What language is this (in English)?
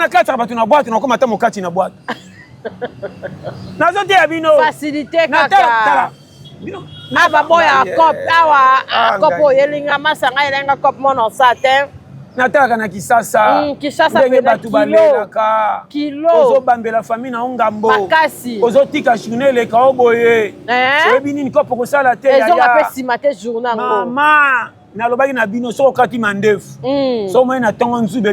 Lingala